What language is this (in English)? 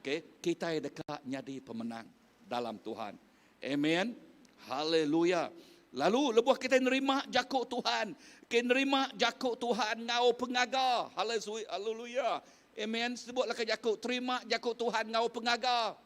Iban